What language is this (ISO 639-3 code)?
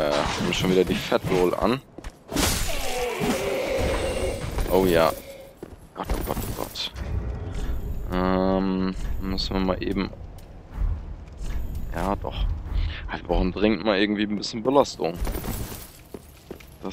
deu